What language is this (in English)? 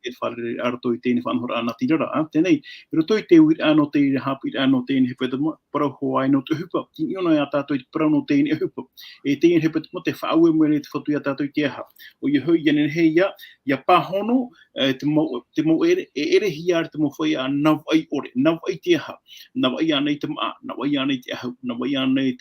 Tahitian